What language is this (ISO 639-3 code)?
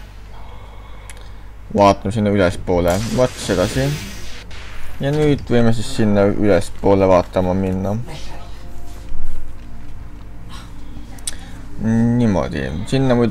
est